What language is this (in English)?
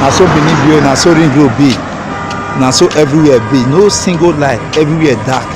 Nigerian Pidgin